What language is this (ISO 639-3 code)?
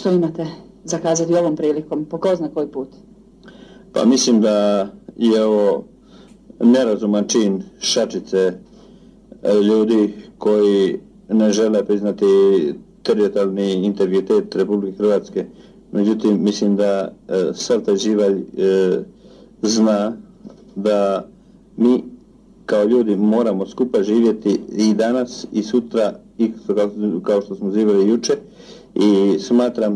hrv